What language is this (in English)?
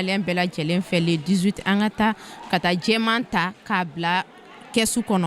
Bambara